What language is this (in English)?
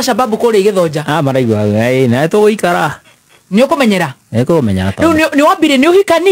Kikuyu